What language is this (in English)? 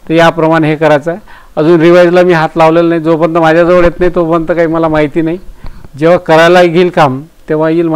Marathi